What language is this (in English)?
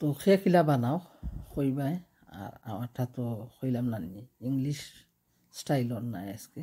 Sylheti